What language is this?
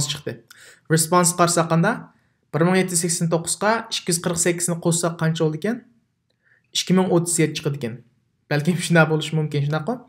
Uyghur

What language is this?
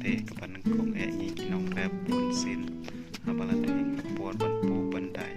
Khasi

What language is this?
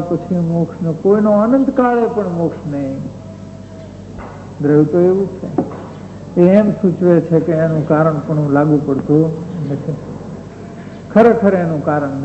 Gujarati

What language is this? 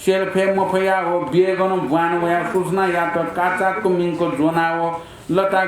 Newari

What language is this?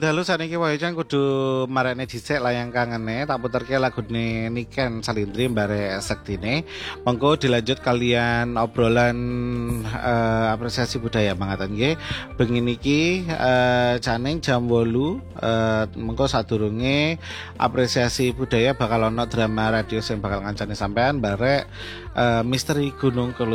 Javanese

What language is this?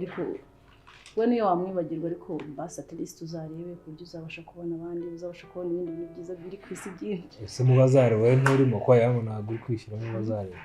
Kinyarwanda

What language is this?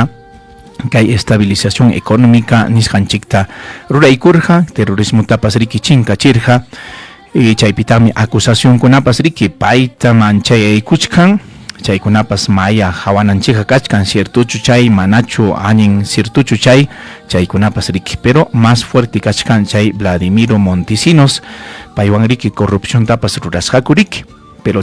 Ayacucho Quechua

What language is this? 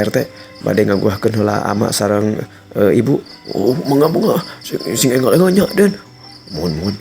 Sundanese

